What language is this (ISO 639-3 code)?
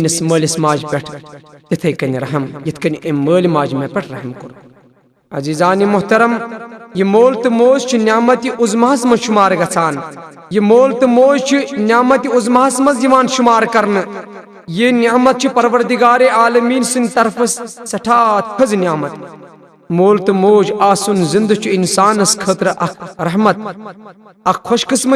kas